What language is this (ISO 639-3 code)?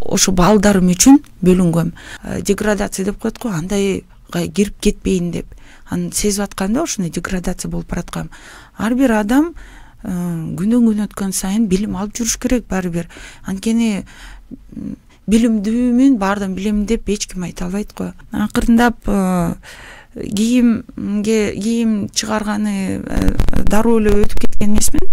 kir